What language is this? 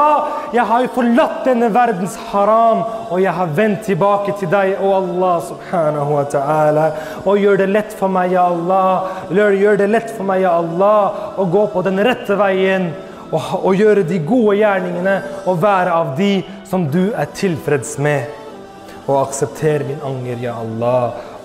Norwegian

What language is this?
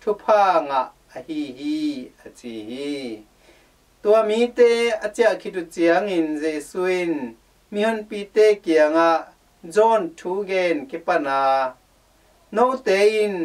Tedim Chin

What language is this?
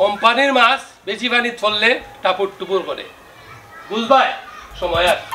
Sylheti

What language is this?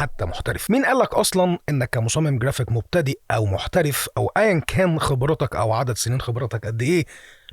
Egyptian Arabic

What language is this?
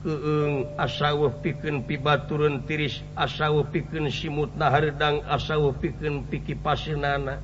Sundanese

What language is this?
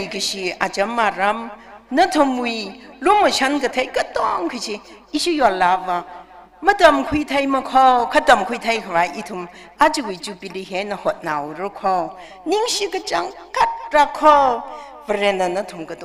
Tangkhul Naga (India)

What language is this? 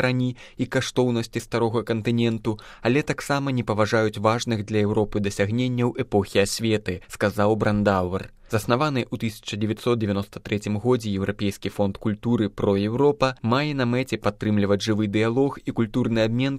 Belarusian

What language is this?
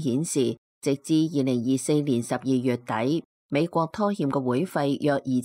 Cantonese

